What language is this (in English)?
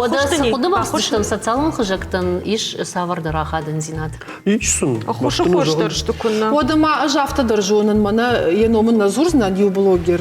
Ossetic